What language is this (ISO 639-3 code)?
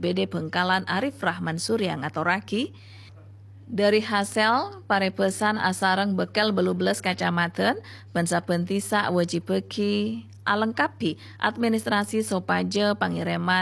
mad